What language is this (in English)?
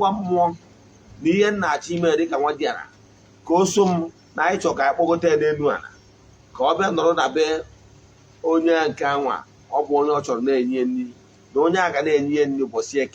Igbo